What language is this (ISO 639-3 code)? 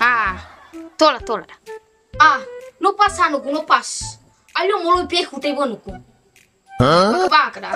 nia